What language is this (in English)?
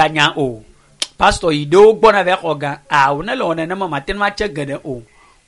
Ewe